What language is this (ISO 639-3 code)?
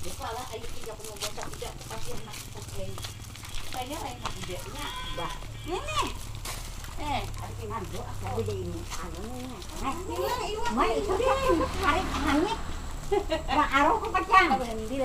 bjn